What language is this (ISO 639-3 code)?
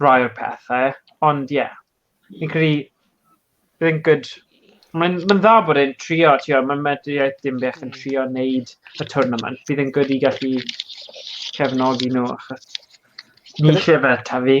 cym